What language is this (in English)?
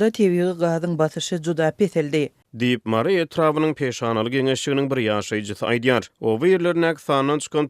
Turkmen